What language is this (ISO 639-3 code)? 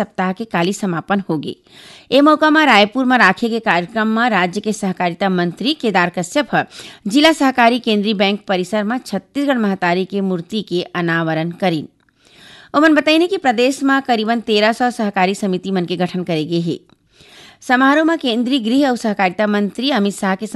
hne